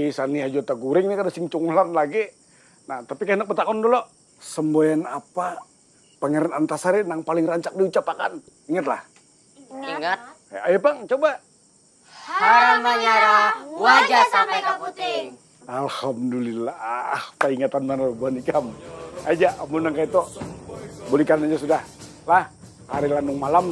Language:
Banjar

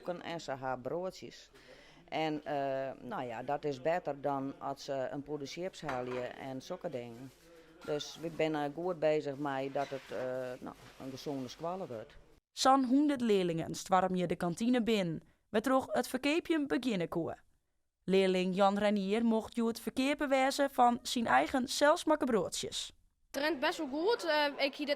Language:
Western Frisian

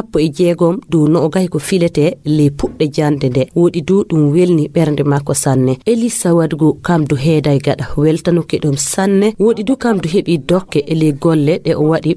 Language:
Fula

